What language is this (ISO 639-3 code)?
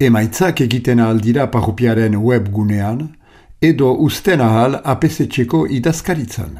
eus